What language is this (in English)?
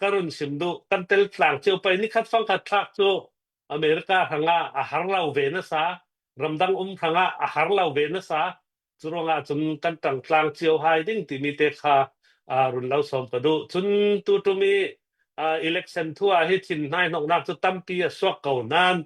Hakha Chin